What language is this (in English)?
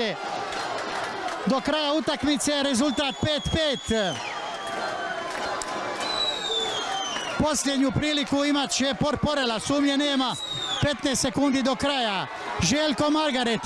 Croatian